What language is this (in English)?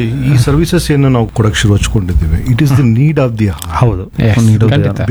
Kannada